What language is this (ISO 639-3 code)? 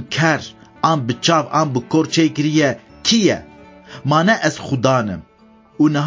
kur